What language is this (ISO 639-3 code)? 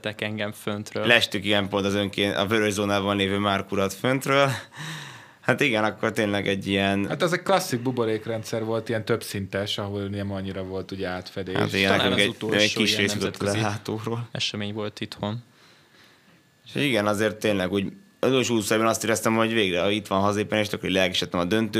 hun